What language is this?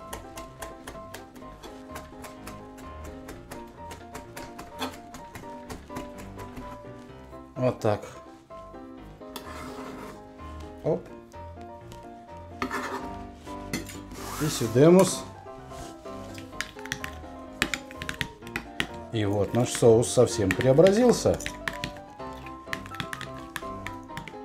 Russian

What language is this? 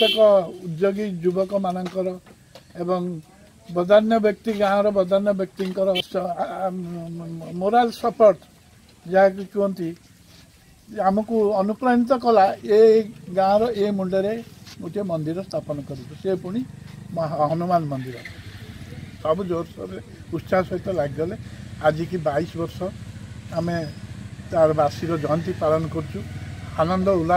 Odia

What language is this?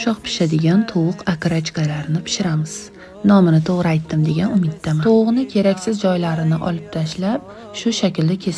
Uzbek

